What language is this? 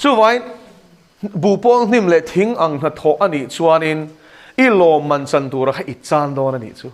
Mizo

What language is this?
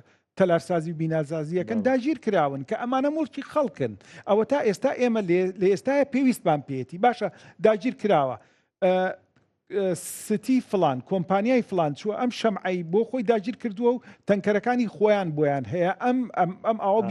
Central Kurdish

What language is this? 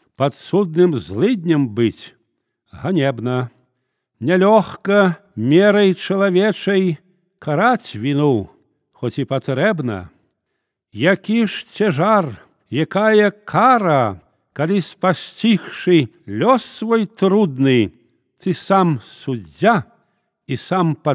Belarusian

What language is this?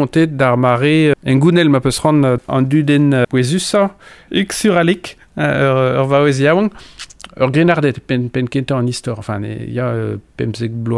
Breton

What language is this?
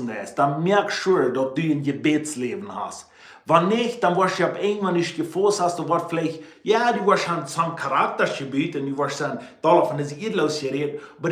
Plautdietsch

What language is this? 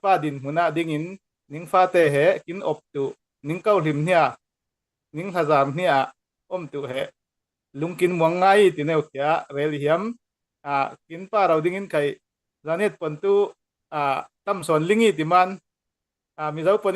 Falam Chin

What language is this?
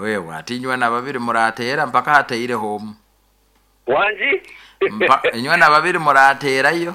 Nyankole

